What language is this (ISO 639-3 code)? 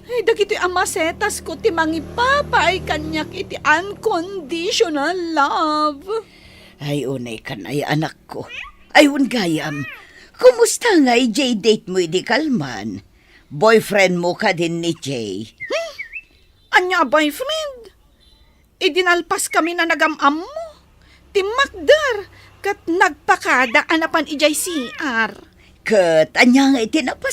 ilo